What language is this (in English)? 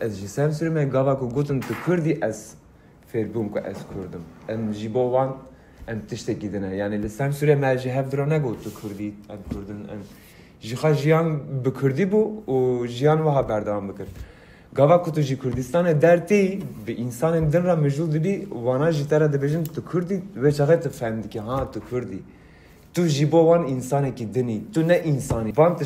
Kurdish